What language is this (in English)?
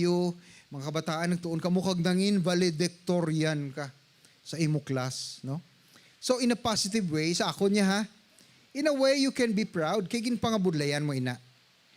Hiligaynon